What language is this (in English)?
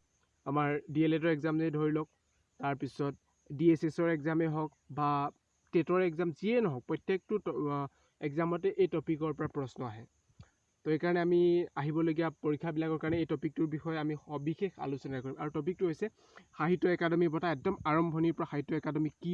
Assamese